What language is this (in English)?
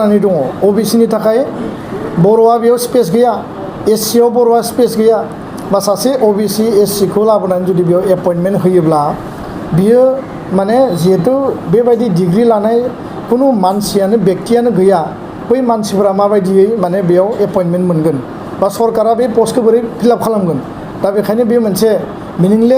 Bodo